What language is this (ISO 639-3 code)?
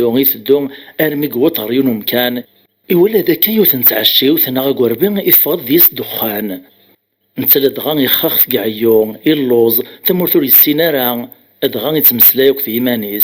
kab